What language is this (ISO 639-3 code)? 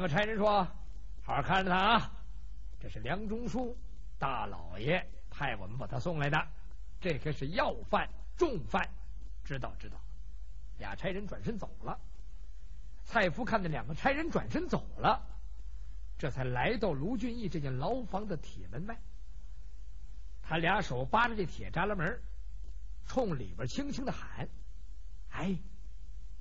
zho